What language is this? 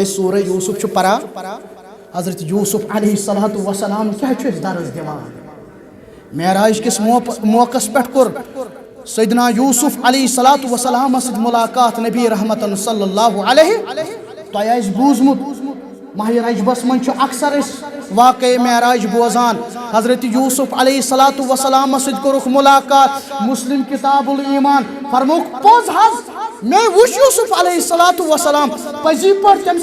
Kashmiri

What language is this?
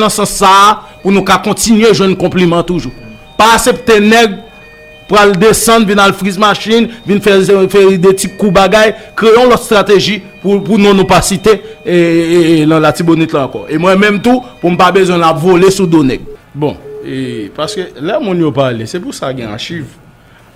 Haitian Creole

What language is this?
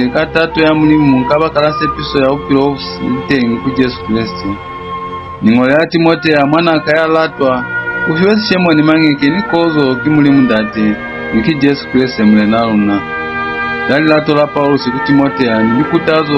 Lozi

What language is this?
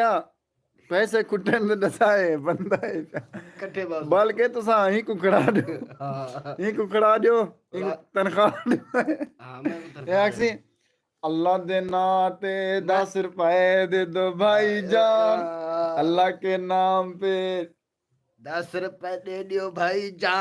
Saraiki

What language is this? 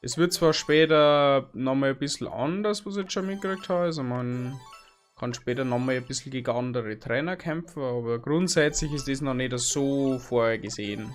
Bavarian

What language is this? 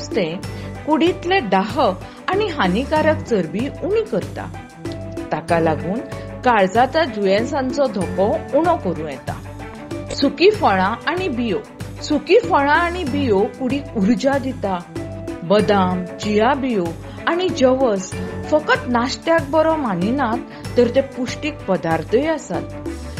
Konkani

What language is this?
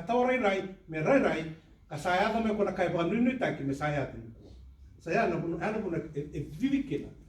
Fijian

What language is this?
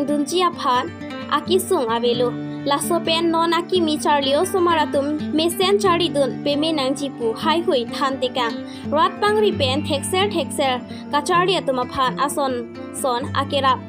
Karbi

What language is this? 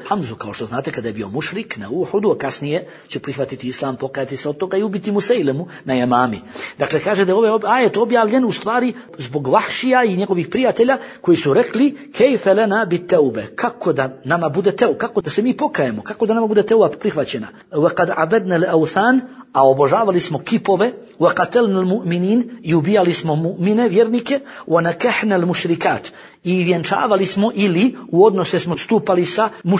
Bosnian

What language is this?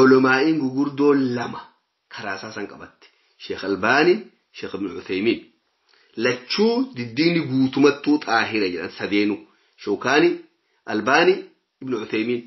Oromo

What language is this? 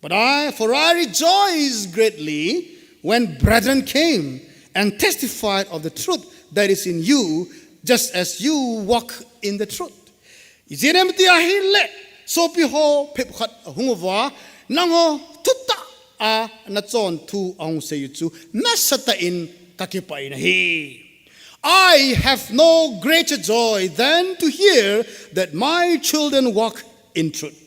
Thado Chin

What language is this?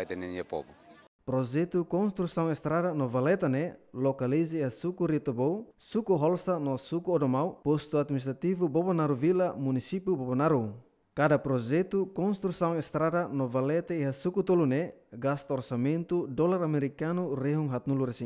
Tetum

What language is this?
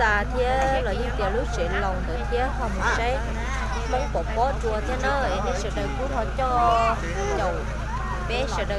Hmong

